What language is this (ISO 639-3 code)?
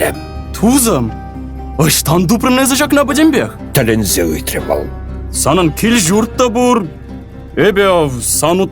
chv